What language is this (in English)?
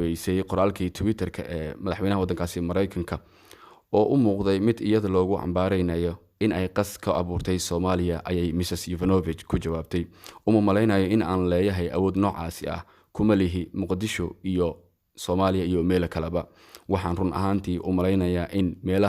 Somali